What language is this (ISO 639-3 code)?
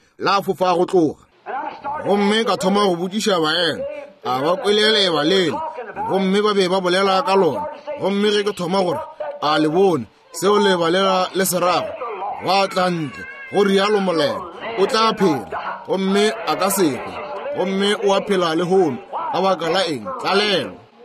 nso